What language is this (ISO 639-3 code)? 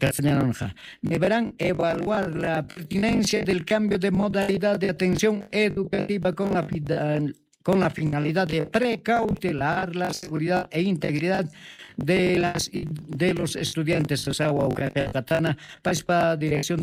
aym